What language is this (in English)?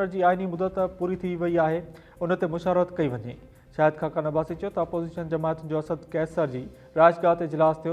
Sindhi